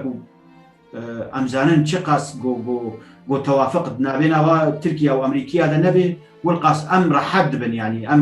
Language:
Kurdish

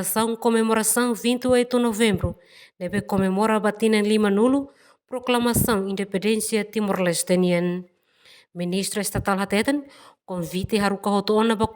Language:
Tetum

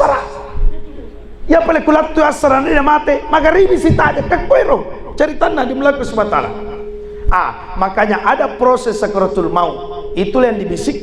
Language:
Buginese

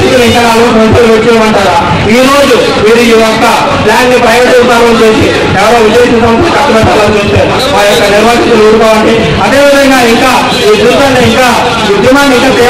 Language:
Telugu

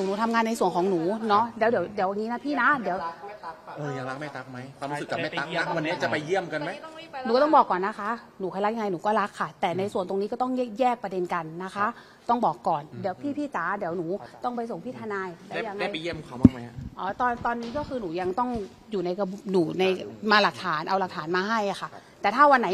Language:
Thai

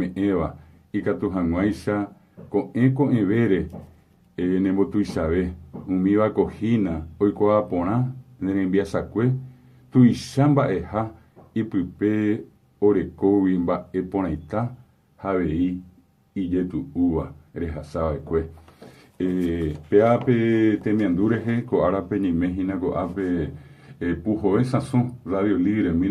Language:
Guarani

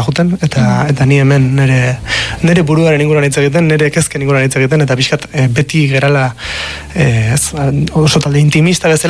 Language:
Basque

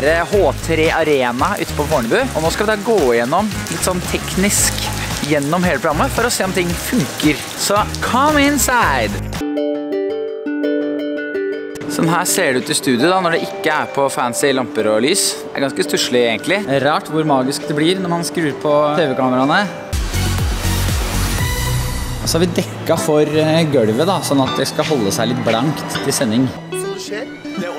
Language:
Norwegian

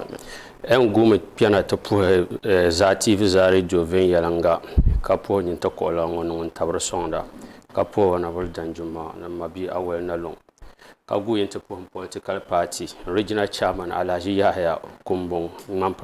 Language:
Dagbani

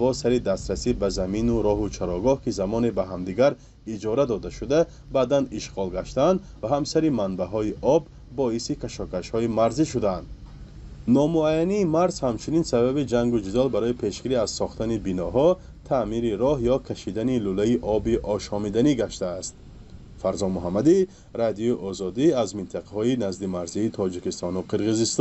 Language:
Tajik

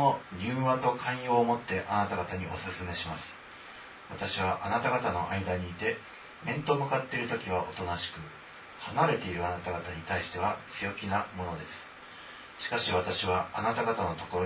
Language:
Japanese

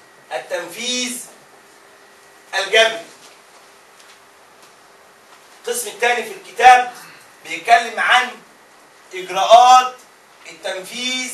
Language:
Egyptian Arabic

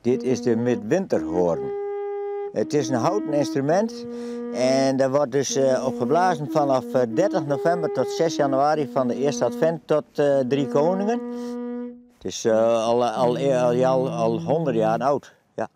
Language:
Western Frisian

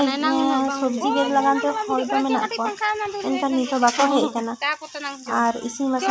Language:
Santali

